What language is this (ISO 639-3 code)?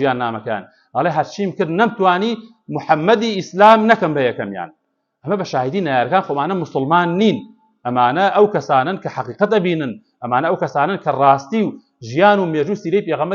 ckb